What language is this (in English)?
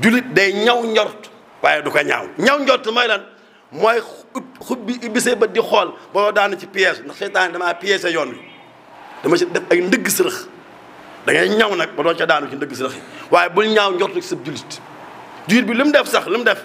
Wolof